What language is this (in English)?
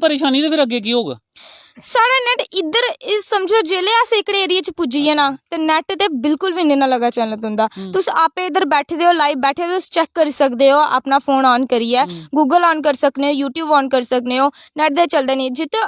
Dogri